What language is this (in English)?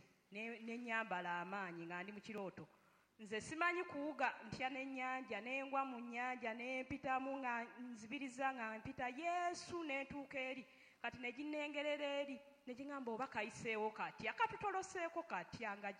Ganda